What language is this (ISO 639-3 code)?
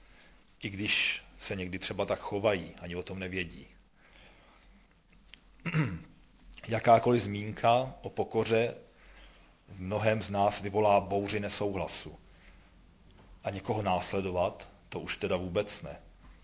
ces